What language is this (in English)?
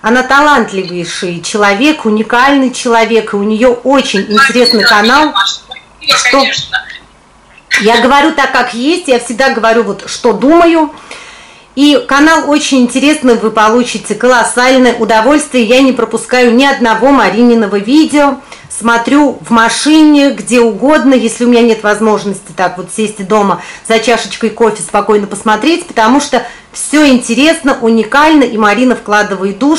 Russian